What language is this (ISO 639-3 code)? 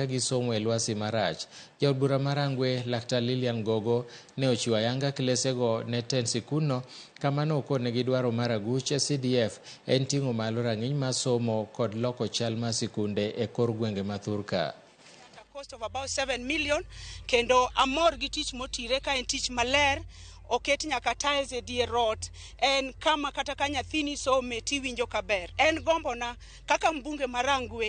luo